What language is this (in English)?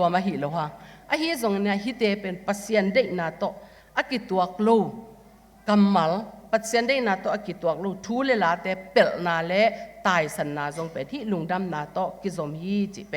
Tedim Chin